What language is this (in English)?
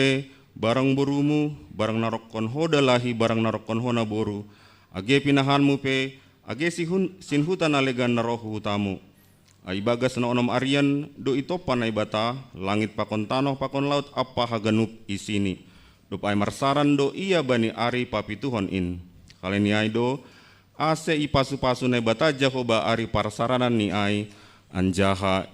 Batak Simalungun